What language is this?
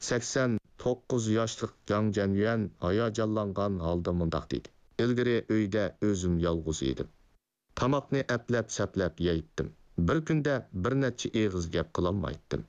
Uyghur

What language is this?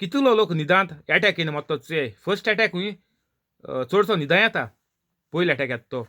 Konkani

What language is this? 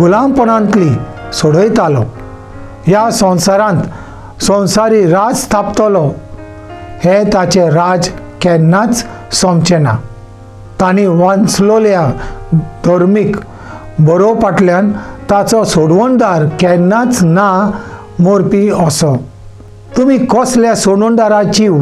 Konkani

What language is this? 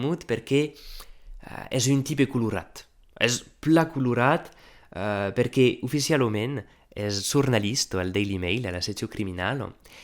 Occitan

